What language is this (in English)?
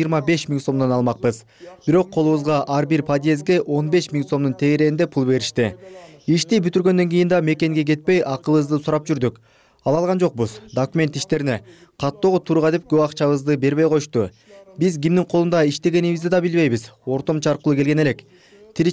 Kyrgyz